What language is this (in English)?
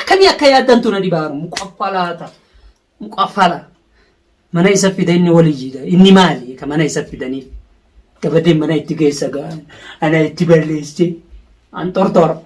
Oromo